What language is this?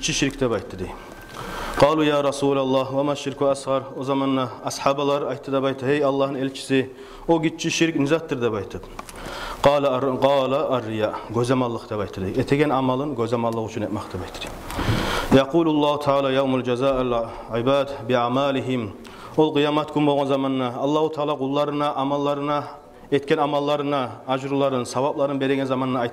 Kumyk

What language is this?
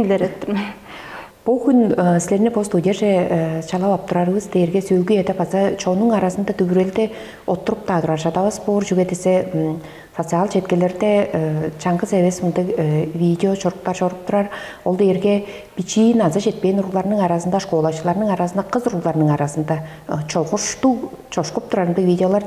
Tuvinian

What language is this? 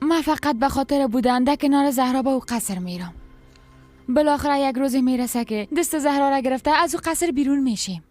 Persian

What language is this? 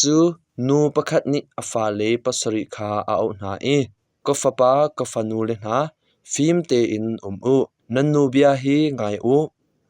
Hakha Chin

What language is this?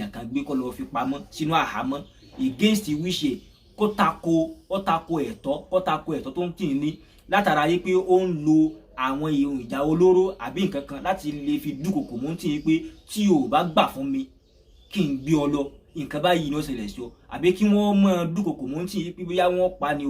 Yoruba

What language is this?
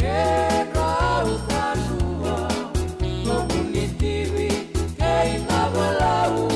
Fijian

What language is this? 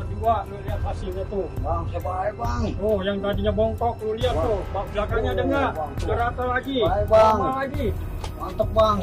Betawi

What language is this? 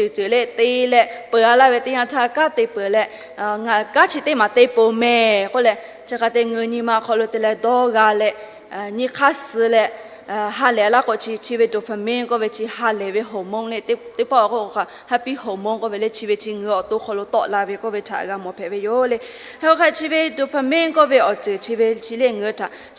Lahu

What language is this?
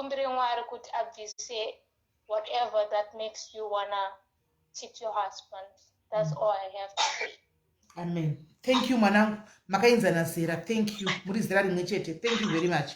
Shona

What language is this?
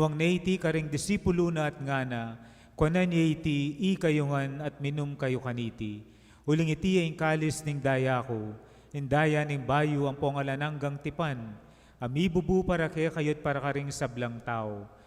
Pampanga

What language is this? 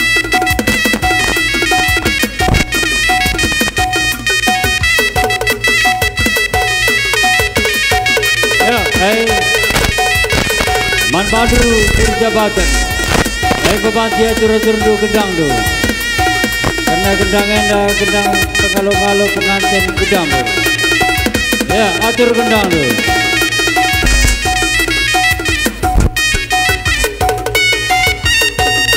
Batak Karo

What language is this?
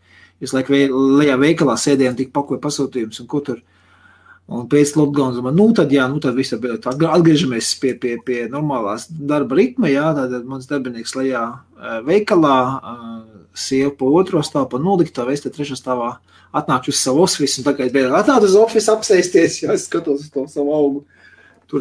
Latvian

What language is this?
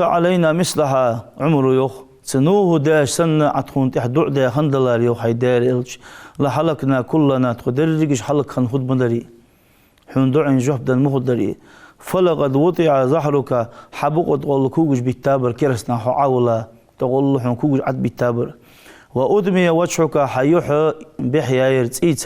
Ingush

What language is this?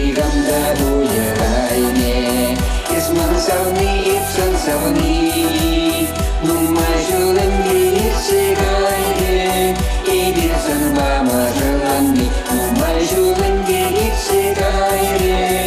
Chuvash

